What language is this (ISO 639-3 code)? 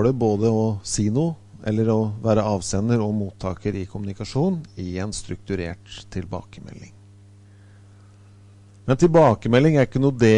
nor